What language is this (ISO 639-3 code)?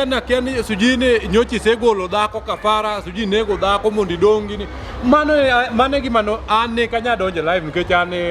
luo